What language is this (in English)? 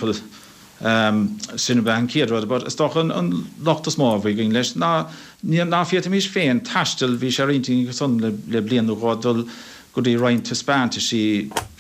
Irish